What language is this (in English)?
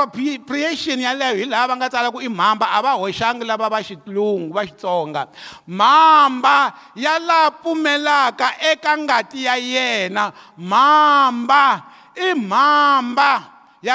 Tsonga